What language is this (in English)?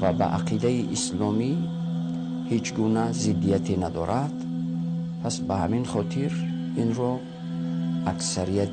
Persian